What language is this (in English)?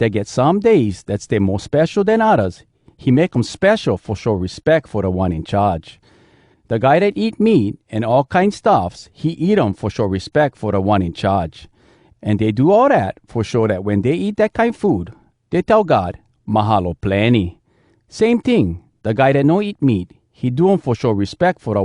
Hawai'i Creole English